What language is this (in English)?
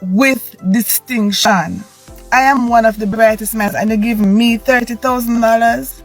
Jamaican Creole English